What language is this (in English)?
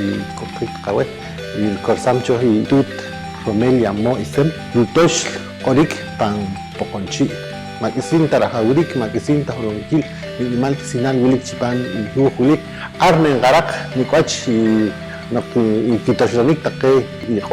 Poqomchi'